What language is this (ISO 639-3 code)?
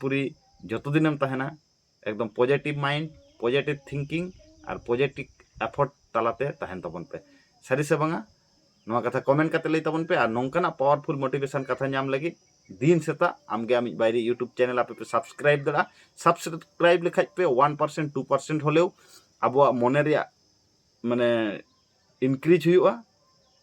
sat